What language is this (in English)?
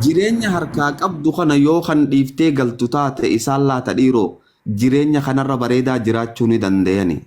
Oromo